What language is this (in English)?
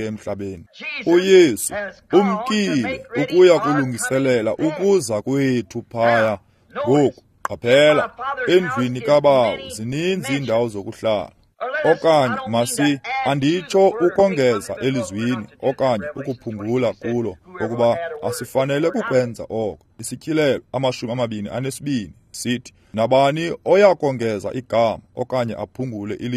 Xhosa